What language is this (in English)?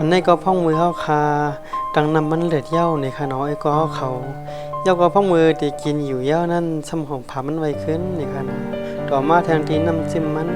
Shan